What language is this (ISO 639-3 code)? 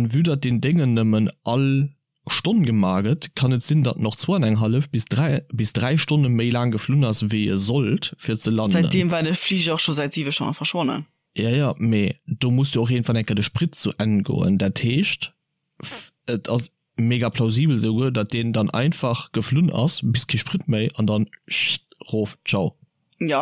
ltz